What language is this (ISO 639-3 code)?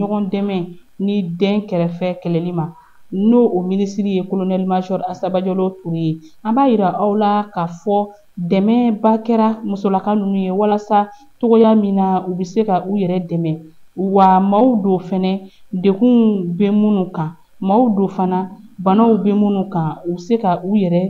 bam